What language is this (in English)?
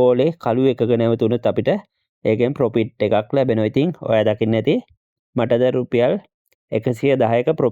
Sinhala